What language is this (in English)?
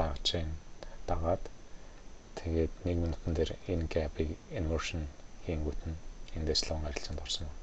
Mongolian